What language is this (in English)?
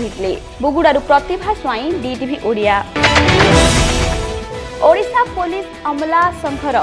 Odia